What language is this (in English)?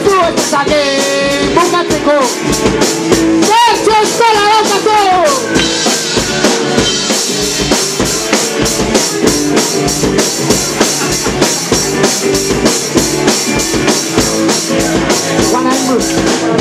Basque